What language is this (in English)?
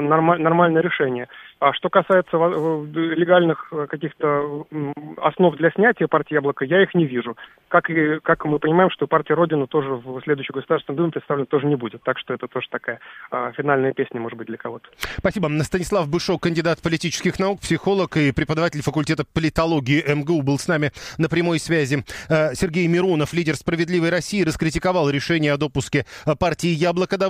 Russian